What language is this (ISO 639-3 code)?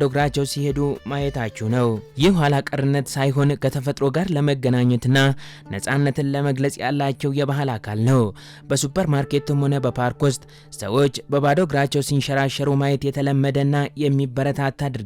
amh